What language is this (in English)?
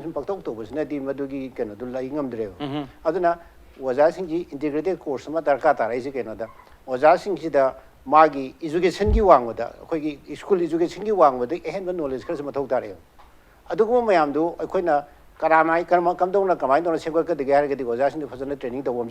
Manipuri